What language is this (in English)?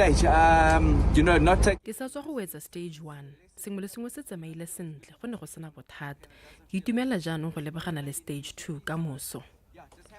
Tswana